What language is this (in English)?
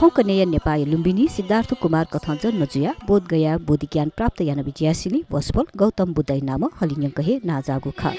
Newari